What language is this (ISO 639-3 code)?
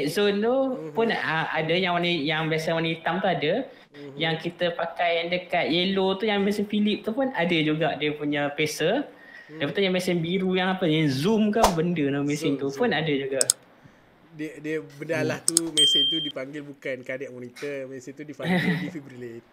msa